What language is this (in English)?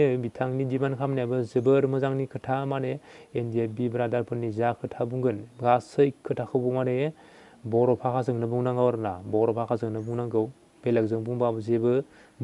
Bodo